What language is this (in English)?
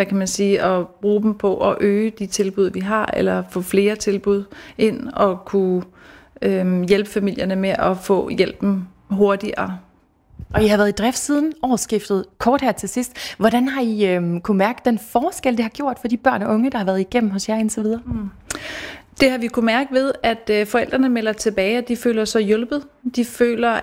Danish